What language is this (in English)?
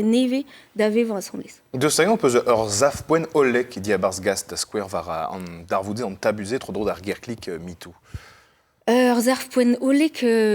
Breton